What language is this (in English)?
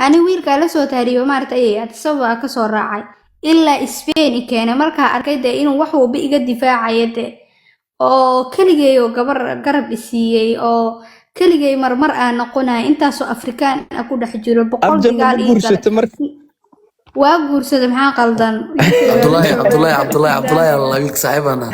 Somali